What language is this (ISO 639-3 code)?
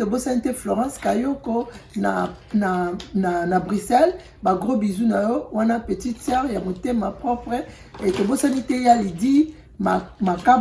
lin